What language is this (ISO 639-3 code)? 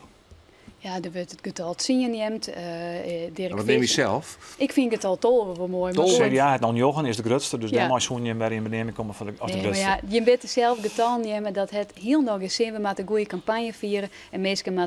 fry